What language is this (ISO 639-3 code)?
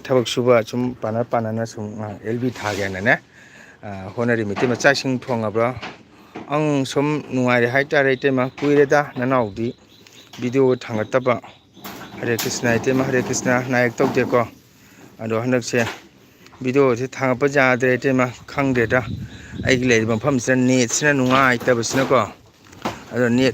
mni